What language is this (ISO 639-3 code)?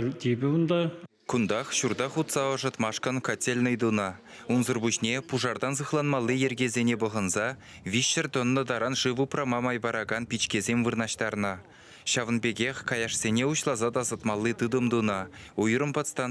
chv